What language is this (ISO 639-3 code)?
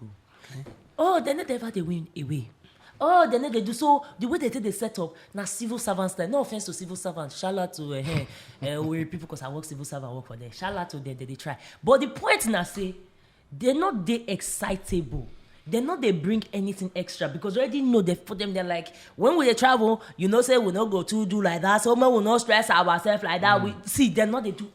pcm